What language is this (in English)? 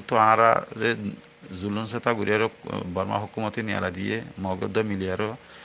Rohingya